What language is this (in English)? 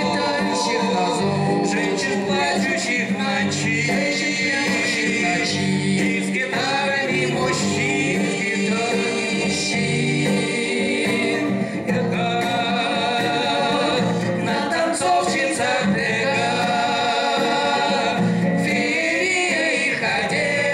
Russian